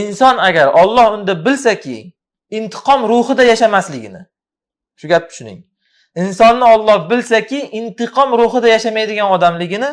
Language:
Uzbek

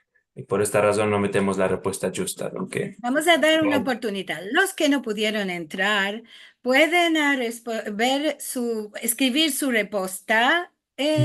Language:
Ladino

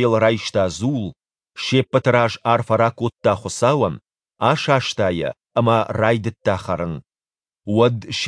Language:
Ossetic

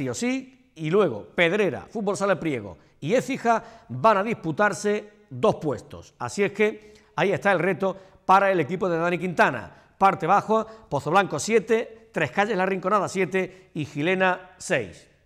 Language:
Spanish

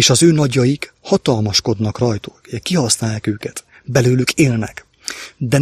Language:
Hungarian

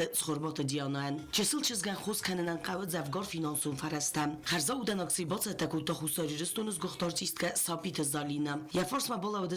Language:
Ossetic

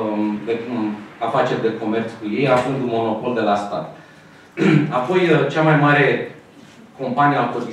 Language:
Romanian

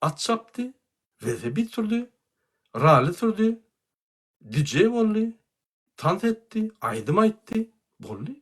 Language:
Turkmen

